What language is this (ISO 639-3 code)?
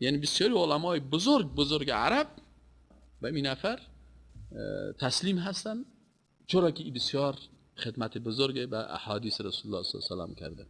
fas